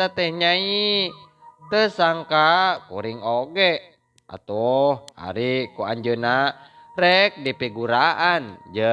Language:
Sundanese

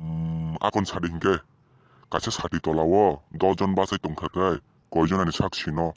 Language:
Kok Borok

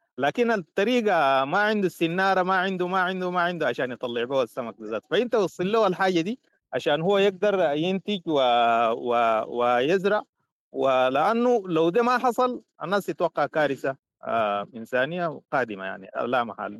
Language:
Sudanese Arabic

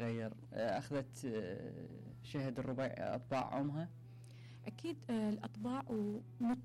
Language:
Mesopotamian Arabic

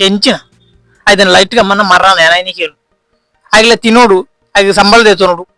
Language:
Tulu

